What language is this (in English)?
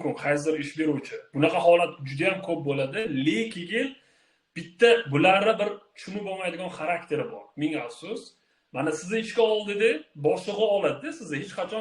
Uzbek